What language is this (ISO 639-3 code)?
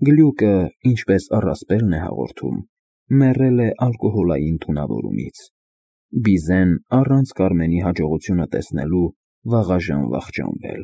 hye